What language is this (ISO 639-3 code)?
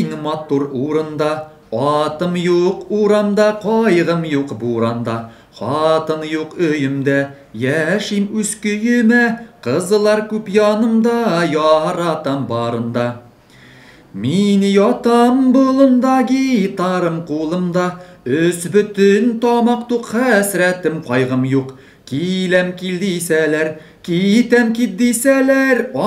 tat